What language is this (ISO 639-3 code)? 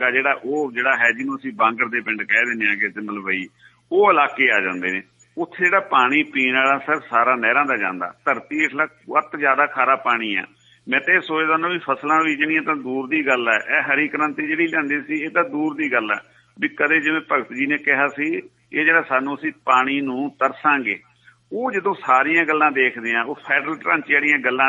pan